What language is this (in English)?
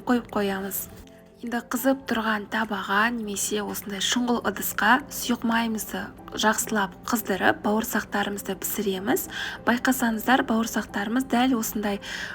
Kazakh